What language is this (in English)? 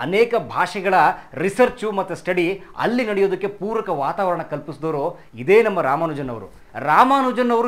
Kannada